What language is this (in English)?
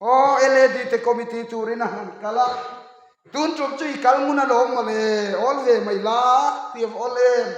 Mizo